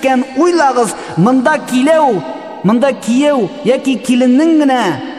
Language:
Tatar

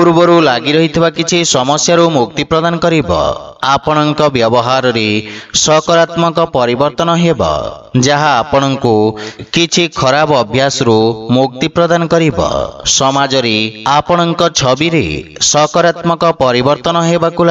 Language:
Odia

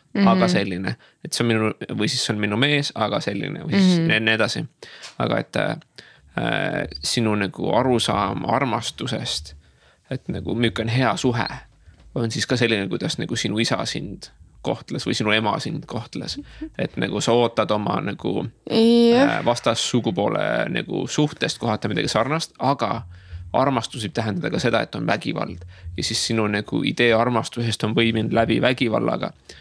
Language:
Estonian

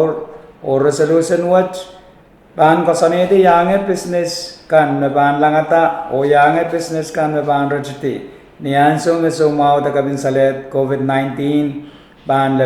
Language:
Pohnpeian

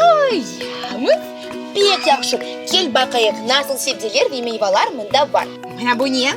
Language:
Crimean Tatar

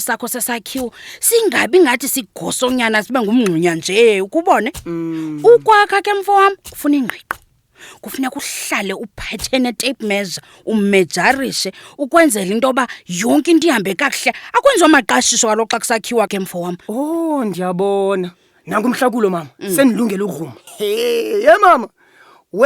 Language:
Xhosa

